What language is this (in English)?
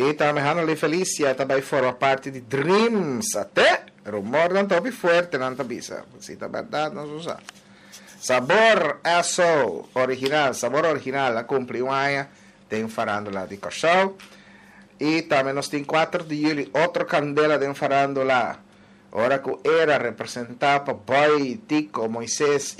Papiamento